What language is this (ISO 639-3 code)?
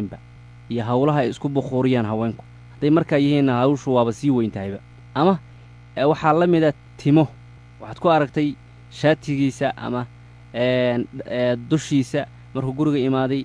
som